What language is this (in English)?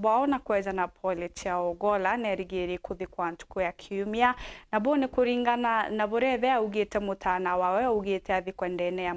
Meru